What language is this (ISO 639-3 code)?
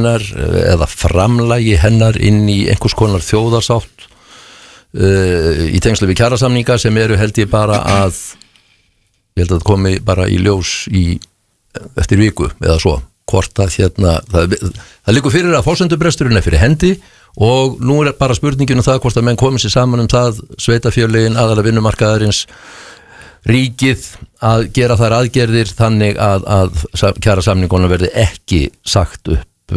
isl